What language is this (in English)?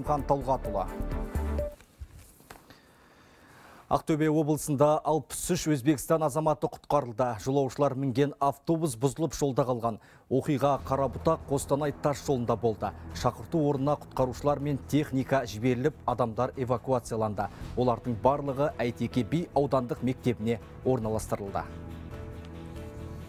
Kazakh